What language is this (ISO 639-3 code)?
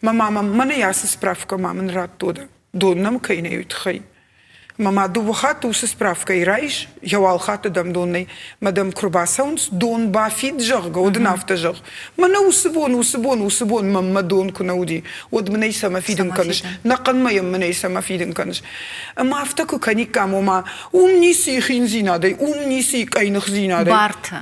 oss